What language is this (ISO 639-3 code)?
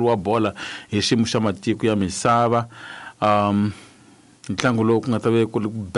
tso